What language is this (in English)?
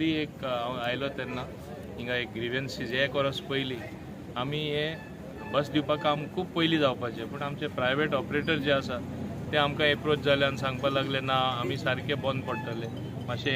Konkani